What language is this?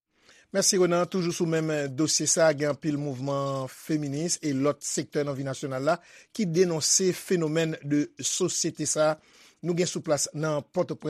Haitian Creole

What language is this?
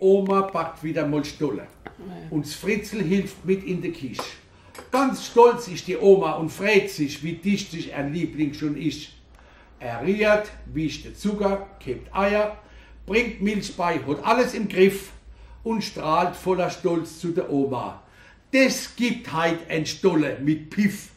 Palatine German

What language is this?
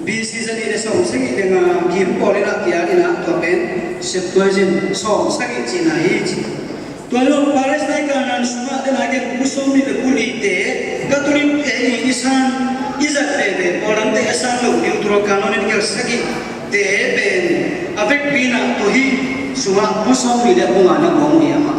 Tedim Chin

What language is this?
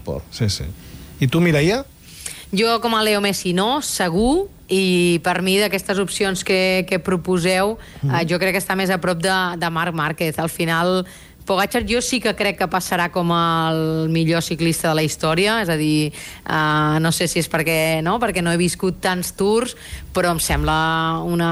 Catalan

